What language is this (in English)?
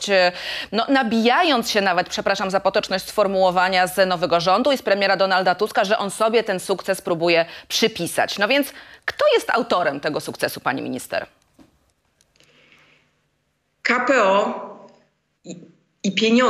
Polish